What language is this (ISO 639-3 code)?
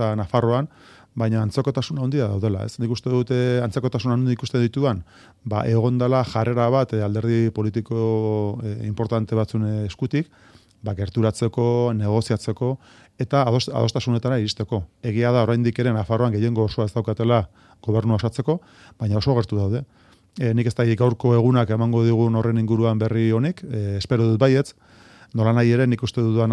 eus